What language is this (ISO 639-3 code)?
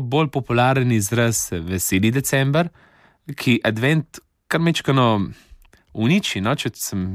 slv